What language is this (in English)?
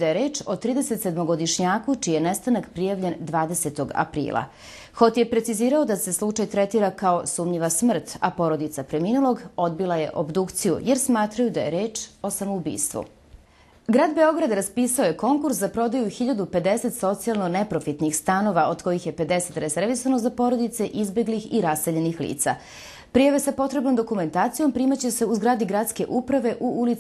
Serbian